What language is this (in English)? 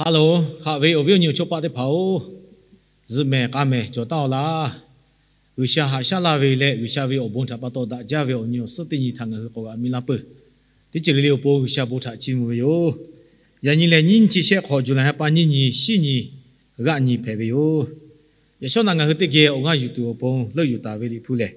Lahu